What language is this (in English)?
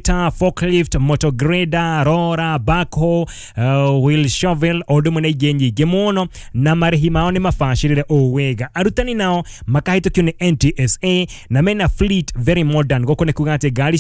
Kikuyu